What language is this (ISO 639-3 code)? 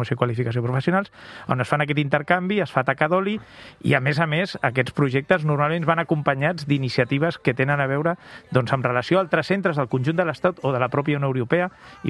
cat